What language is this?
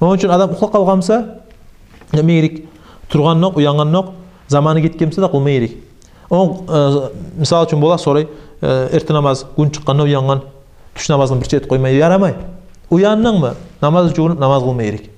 Kumyk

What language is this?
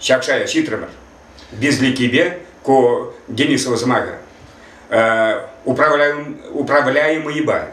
Chuvash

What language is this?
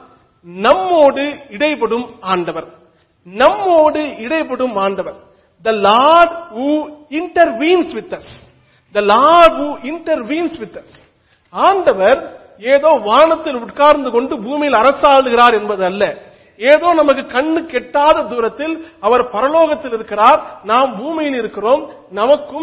Tamil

